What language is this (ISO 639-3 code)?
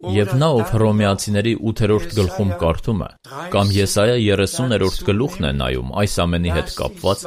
hye